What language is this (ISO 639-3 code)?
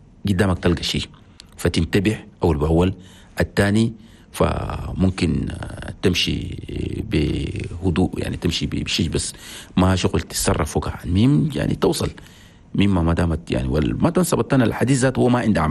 shu